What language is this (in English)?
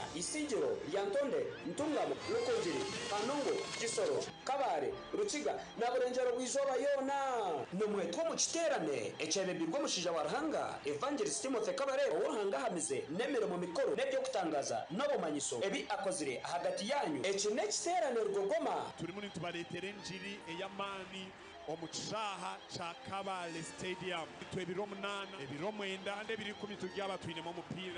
Nyankole